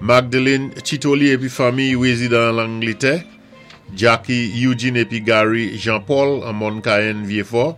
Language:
Saint Lucian Creole French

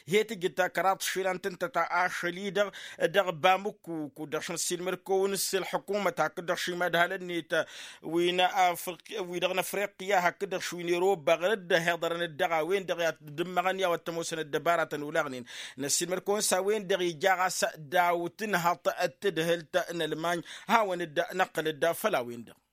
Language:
Tamasheq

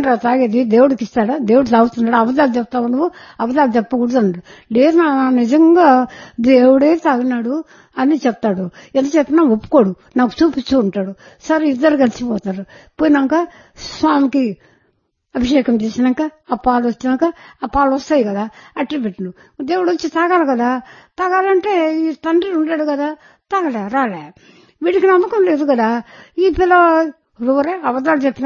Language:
Telugu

